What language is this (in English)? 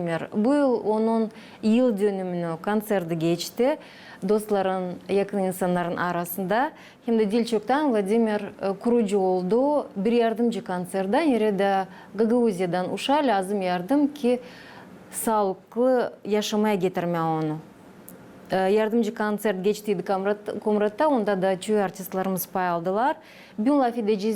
Gagauz